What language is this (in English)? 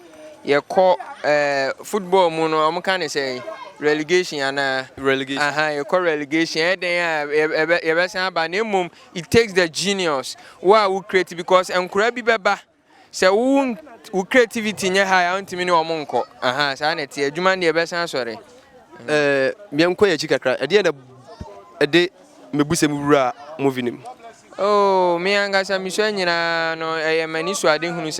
Akan